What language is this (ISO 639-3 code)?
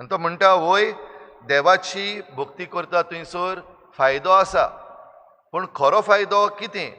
kok